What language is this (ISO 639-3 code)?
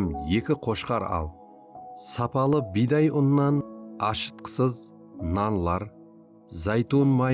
kaa